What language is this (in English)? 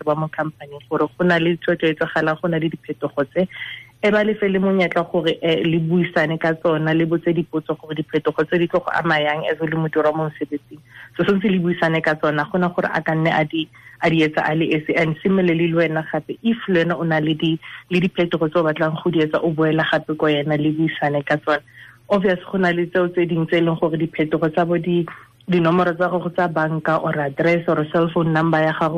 Tswana